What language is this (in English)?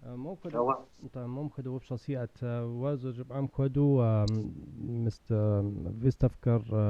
Kabardian